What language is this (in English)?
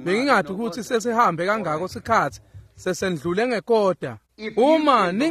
Swati